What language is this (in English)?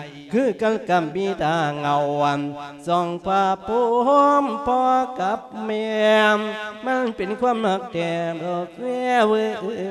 Lao